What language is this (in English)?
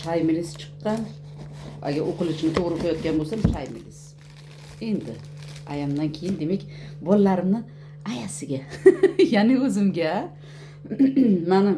Uzbek